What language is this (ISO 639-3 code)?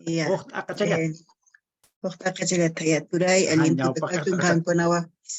que